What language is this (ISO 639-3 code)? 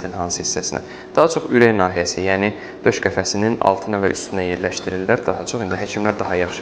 aze